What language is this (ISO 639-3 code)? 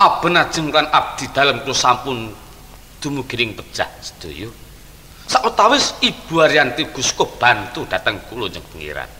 jav